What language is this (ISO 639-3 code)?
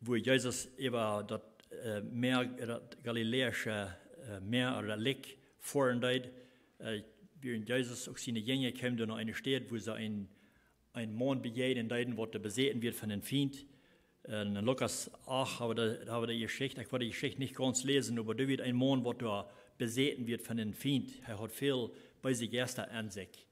pdt